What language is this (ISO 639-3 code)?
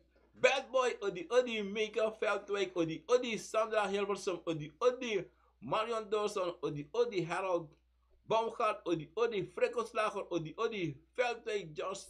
srn